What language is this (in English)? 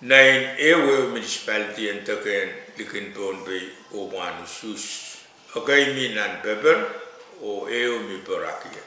Pohnpeian